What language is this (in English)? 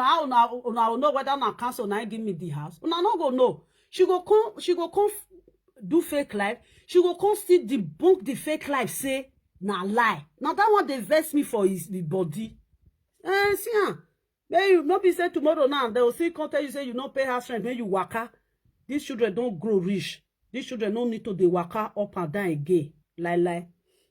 Nigerian Pidgin